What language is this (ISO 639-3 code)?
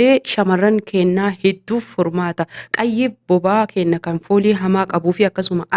orm